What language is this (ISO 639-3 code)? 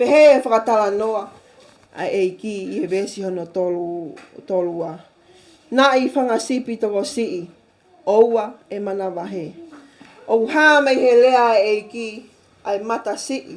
ton